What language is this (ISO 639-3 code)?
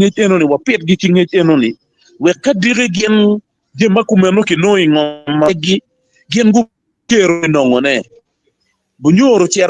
ach